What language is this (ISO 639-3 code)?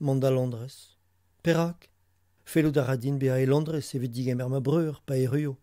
bre